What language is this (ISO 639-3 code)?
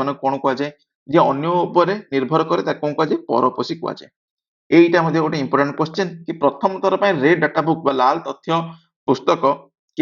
ori